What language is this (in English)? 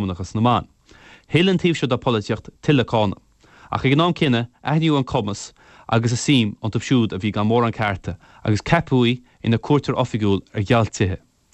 Irish